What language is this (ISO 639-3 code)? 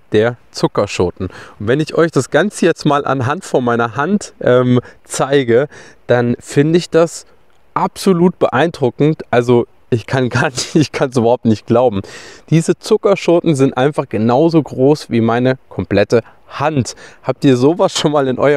deu